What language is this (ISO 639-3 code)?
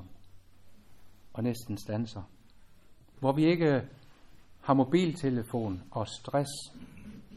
dan